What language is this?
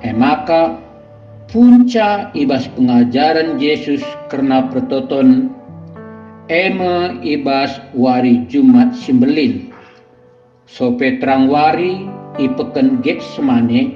Batak Karo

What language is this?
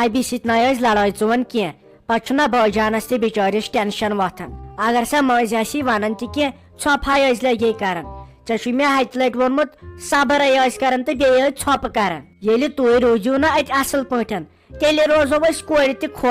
Kashmiri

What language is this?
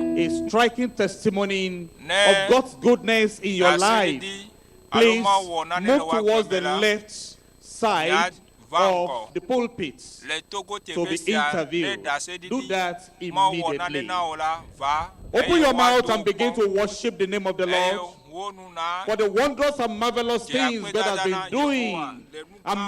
Ewe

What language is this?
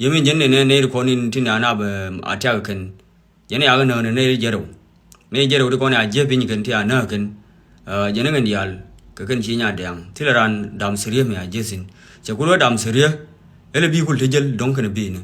Nuer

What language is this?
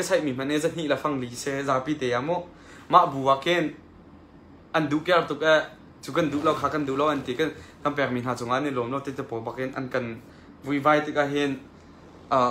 Hakha Chin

